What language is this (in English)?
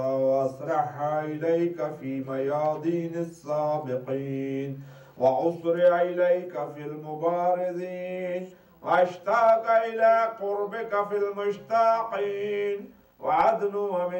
Arabic